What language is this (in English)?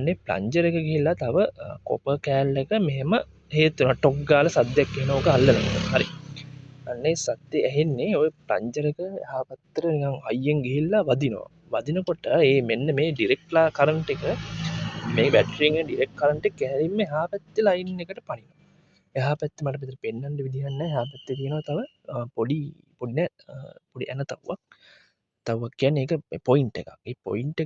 Sinhala